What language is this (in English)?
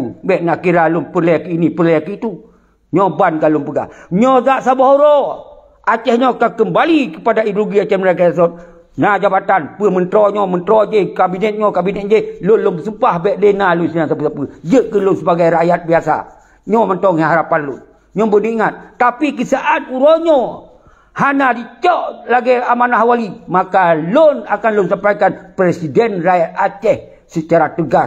Achinese